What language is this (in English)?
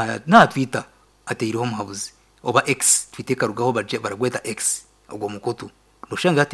Nyankole